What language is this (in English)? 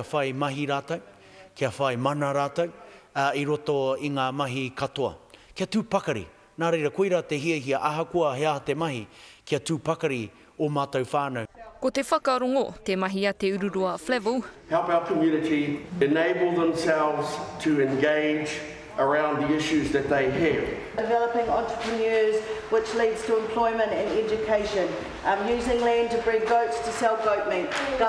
Māori